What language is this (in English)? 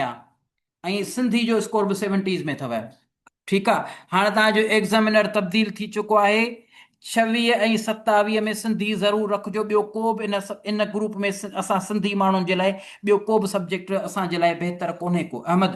Sindhi